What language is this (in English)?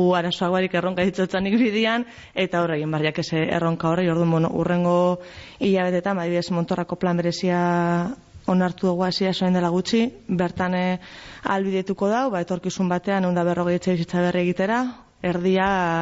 Basque